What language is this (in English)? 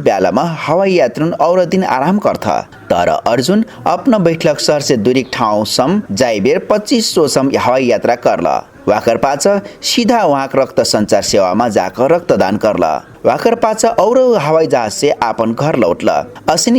Dangaura Tharu